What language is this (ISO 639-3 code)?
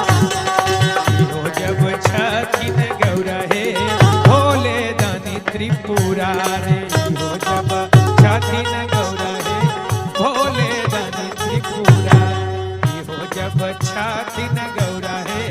mag